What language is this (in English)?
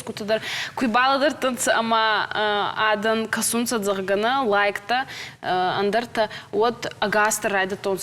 Ossetic